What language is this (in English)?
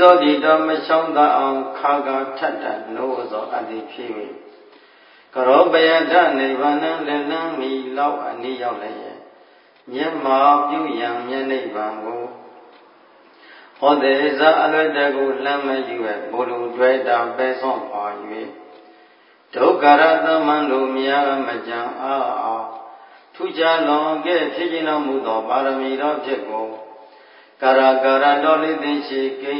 Burmese